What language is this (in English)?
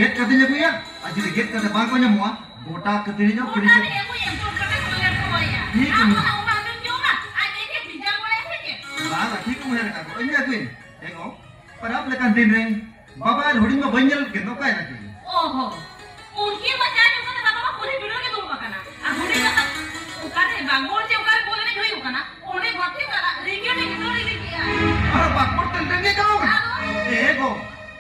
Santali